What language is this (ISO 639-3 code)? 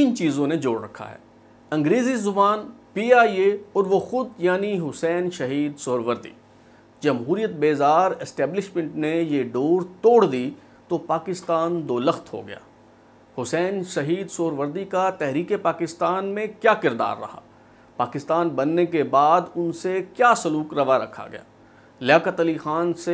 urd